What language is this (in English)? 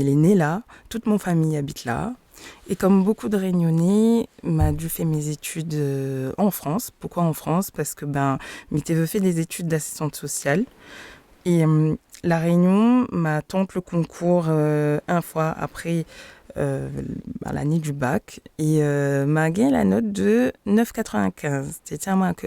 Réunion Creole French